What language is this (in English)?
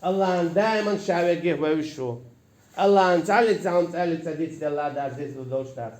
Chechen